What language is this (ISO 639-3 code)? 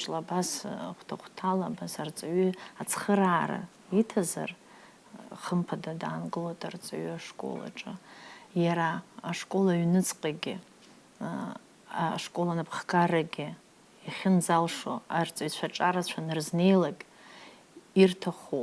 abk